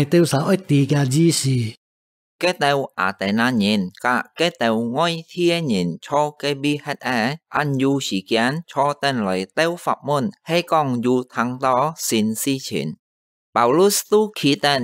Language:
Hakka Chinese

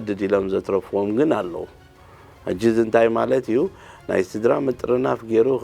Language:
Tigrinya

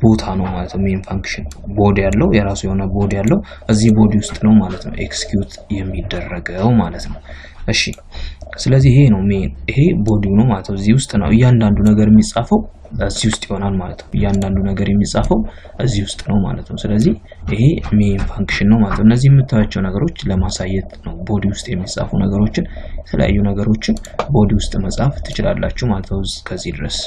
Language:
Amharic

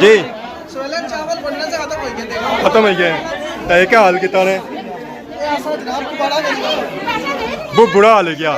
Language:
Pahari-Potwari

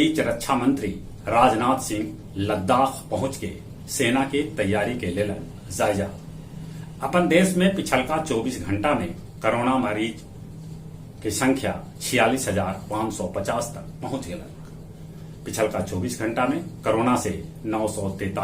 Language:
Magahi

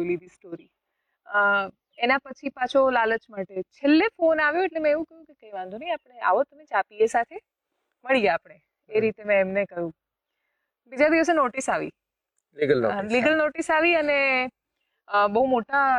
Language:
Gujarati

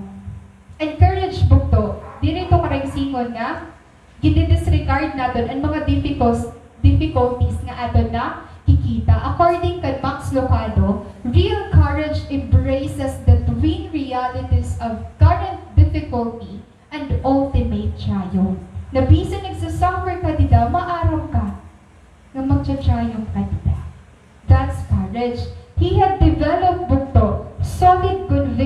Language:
Waray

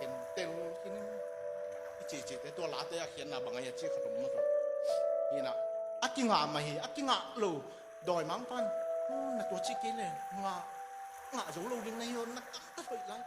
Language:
Tedim Chin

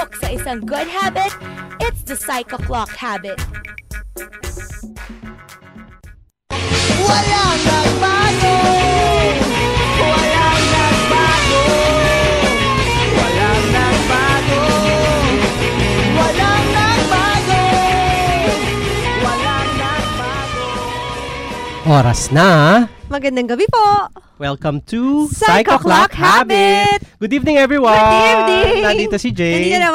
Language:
Filipino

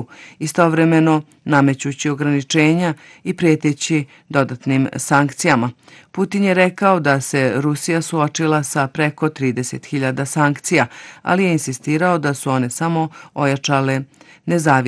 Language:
Bosnian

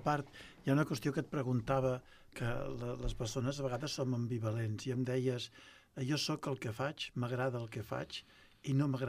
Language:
Catalan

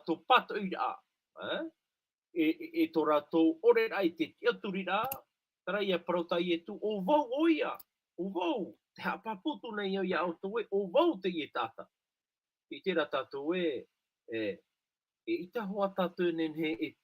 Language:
Tahitian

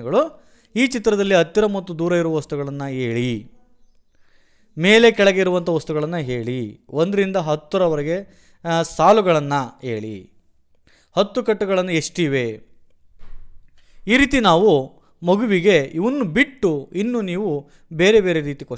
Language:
Kannada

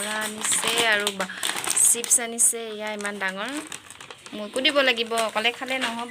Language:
Assamese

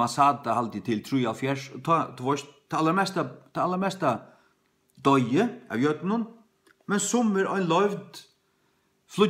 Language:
Faroese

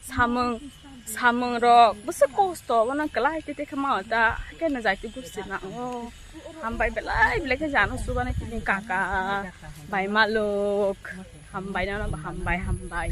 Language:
Kok Borok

